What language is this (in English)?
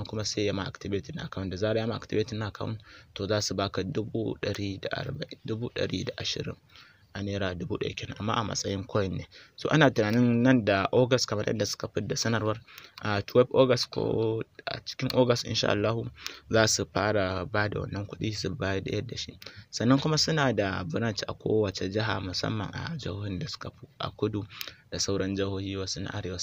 Hausa